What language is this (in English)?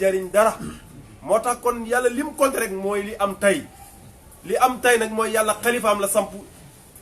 Wolof